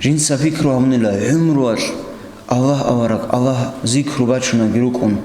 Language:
Avaric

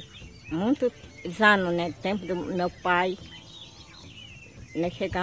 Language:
Portuguese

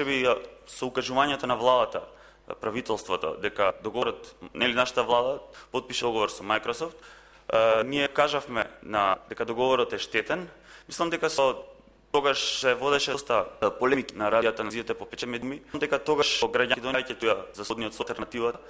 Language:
Macedonian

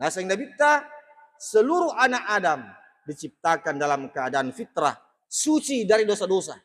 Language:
Buginese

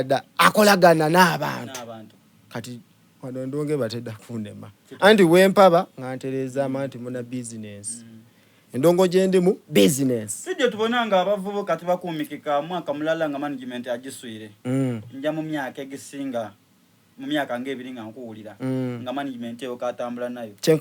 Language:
Soga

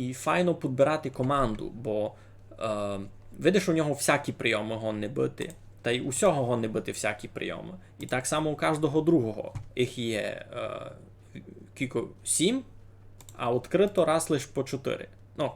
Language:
Rusyn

